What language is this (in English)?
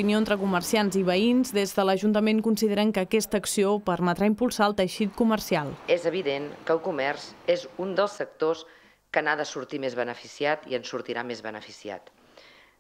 Catalan